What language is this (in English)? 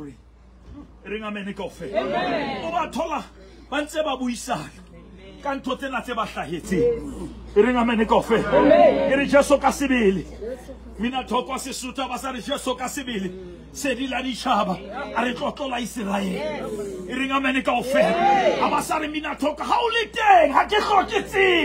Southern Sotho